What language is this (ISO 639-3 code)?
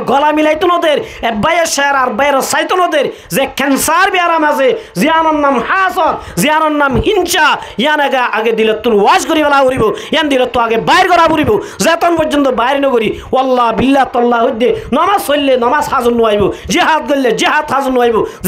rhg